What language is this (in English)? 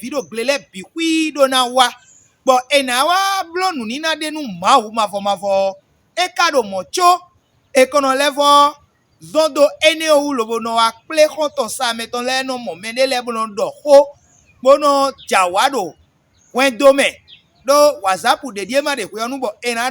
Fon